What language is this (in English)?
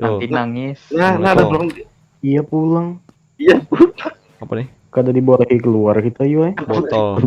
Banjar